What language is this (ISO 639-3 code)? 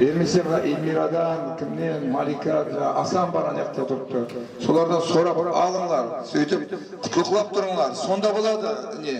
kaa